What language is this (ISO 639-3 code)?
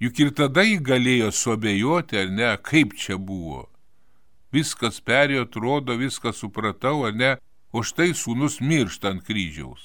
lit